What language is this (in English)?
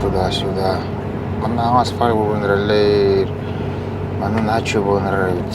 Yakut